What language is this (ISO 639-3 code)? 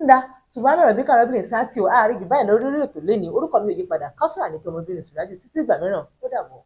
yor